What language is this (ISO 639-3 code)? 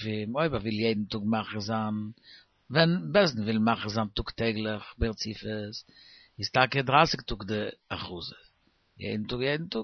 yid